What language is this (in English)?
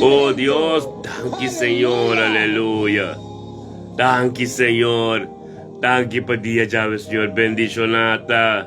Papiamento